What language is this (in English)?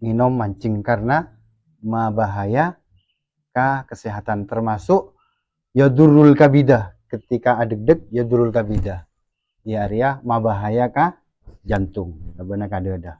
Madurese